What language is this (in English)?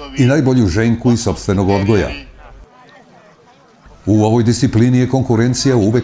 Serbian